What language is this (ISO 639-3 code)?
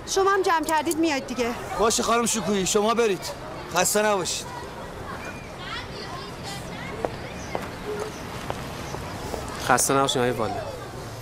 fas